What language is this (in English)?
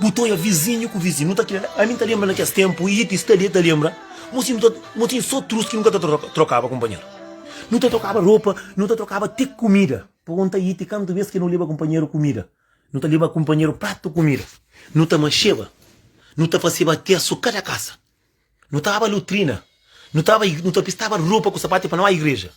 Kabuverdianu